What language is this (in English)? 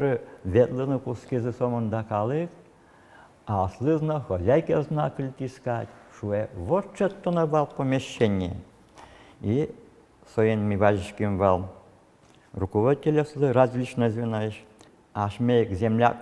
Udmurt